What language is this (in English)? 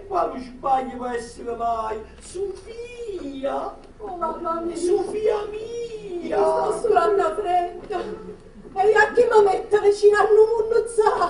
Neapolitan